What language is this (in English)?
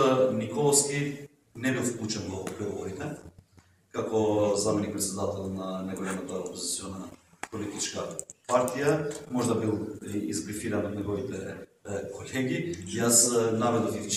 Macedonian